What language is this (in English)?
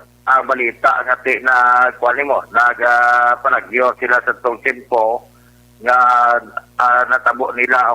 Hiligaynon